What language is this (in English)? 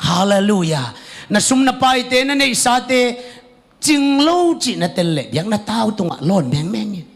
Tedim Chin